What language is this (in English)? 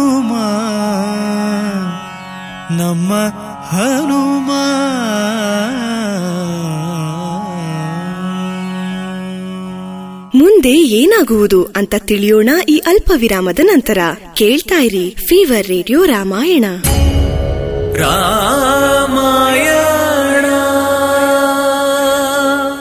Kannada